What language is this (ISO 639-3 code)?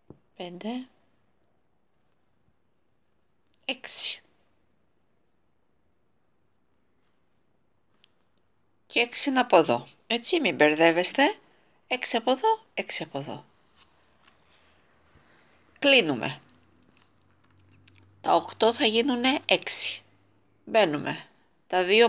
ell